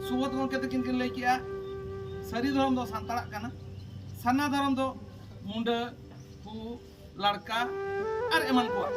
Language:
Santali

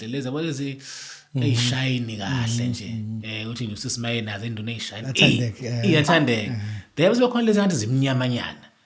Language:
Zulu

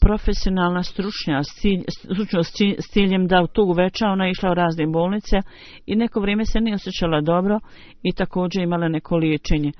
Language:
Bosnian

